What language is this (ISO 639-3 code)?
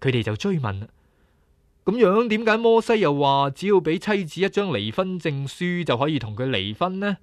yue